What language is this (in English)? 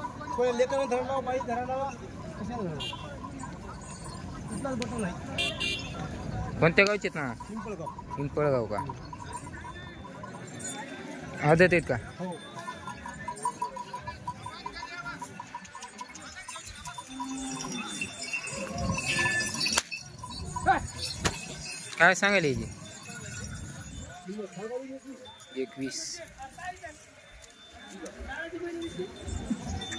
Marathi